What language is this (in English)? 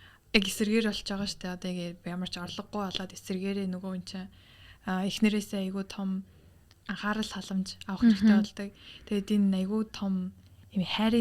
Mongolian